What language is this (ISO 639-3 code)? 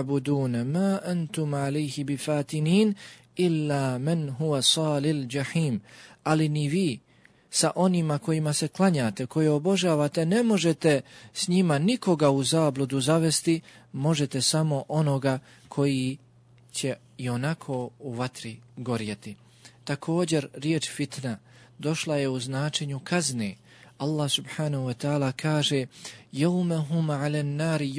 bos